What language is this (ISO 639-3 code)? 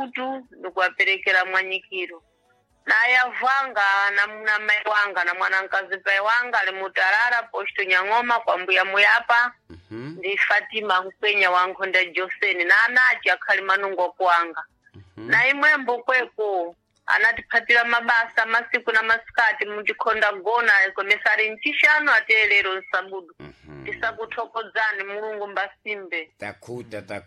seh